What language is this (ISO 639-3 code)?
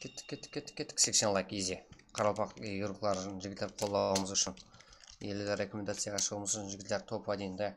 kaa